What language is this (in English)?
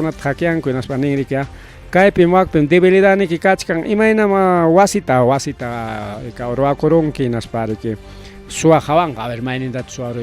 Ayacucho Quechua